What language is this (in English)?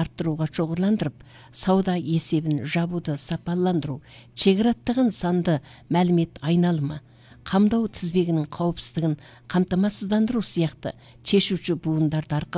Kazakh